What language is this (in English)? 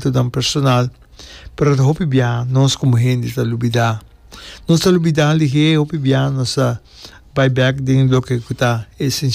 Papiamento